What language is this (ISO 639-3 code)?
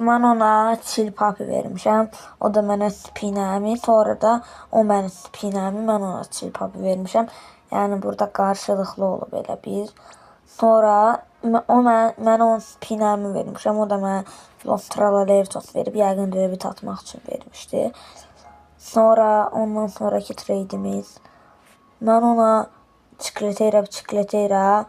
aze